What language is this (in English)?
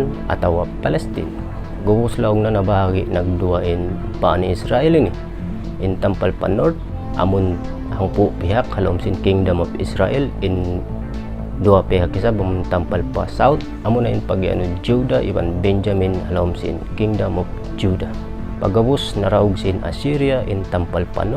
Tausug